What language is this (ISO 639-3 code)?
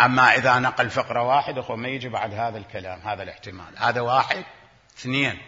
acm